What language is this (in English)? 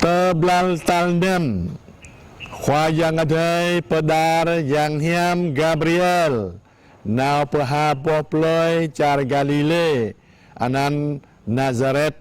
Jarai